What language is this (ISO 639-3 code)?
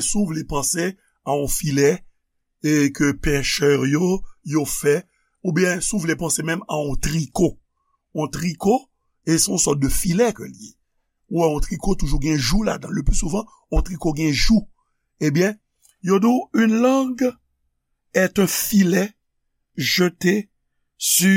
hat